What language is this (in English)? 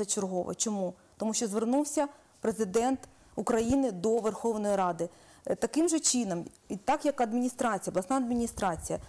Ukrainian